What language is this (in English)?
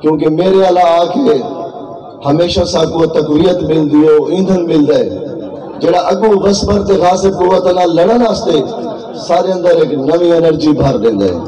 Saraiki